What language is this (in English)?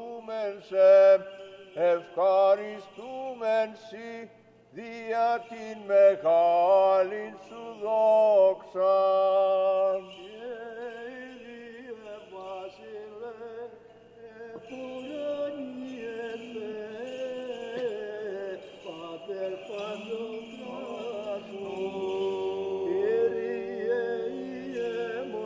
Greek